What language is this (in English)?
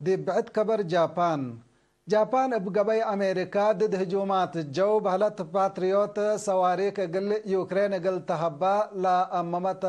Tigre